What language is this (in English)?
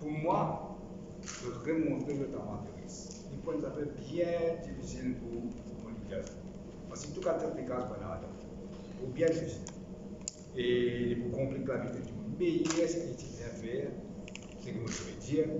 Morisyen